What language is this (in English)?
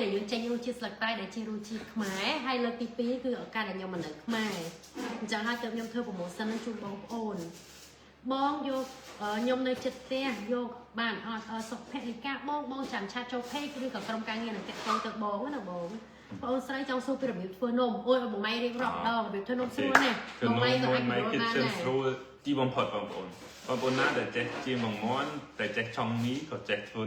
Khmer